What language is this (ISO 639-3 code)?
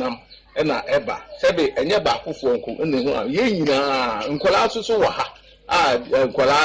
aka